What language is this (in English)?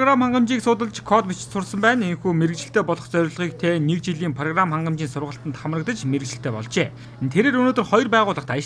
Mongolian